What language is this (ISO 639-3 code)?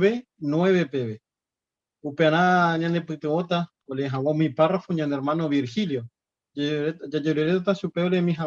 grn